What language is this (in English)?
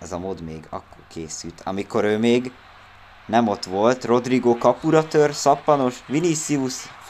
Hungarian